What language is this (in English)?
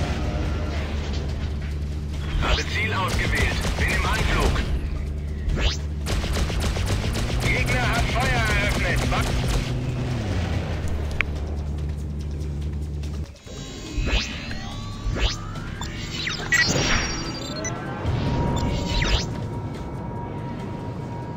German